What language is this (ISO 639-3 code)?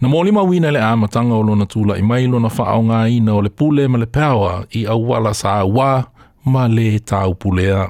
smo